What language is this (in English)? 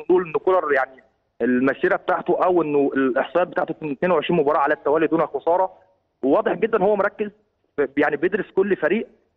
Egyptian Arabic